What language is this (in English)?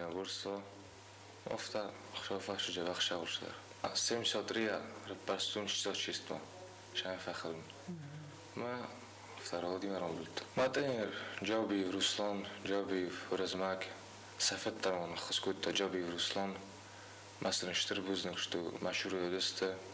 Ossetic